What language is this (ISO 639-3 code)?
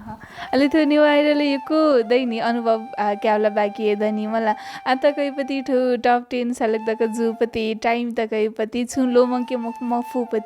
new